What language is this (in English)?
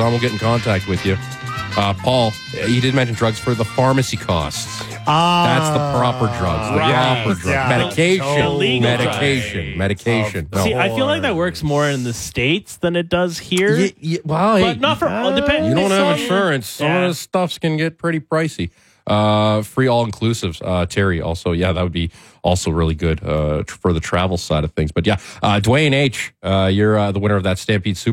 English